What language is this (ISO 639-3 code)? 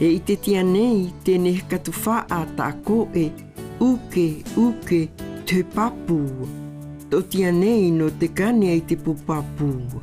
mqm